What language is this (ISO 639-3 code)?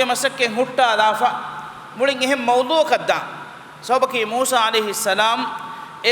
div